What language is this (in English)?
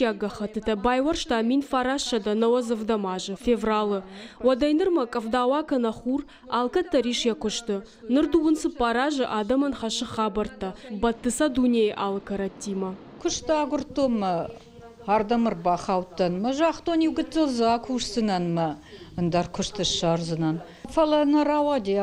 Ossetic